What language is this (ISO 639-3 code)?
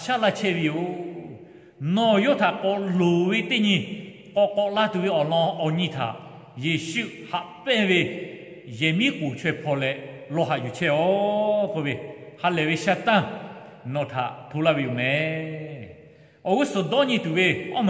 lhu